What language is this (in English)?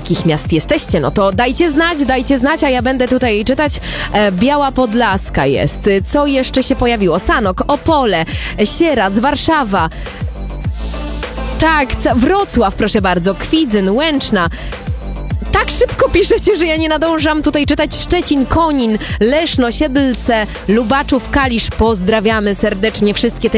Polish